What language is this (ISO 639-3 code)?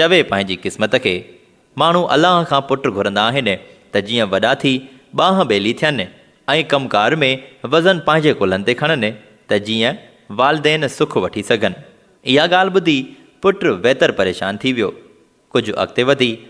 snd